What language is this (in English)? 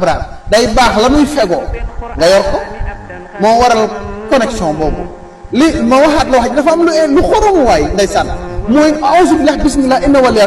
Wolof